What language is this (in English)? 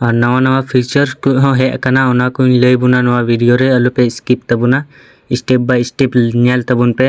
Santali